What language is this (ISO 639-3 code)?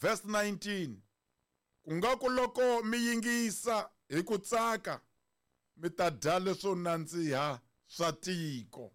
tso